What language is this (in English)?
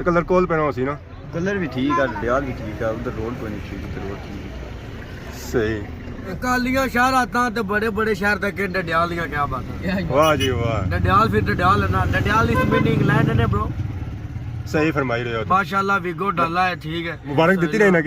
Pahari-Potwari